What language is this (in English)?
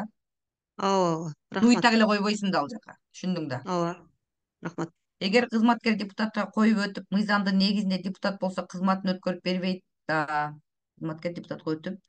Kyrgyz